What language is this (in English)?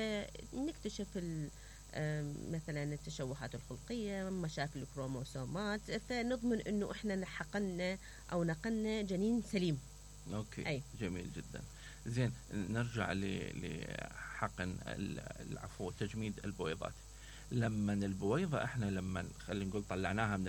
Mesopotamian Arabic